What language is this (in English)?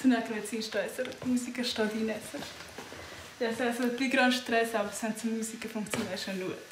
Romansh